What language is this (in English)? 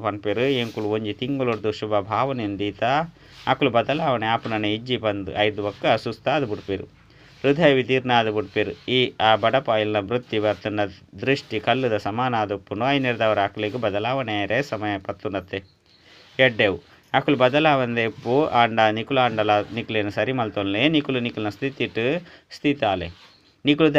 Tulu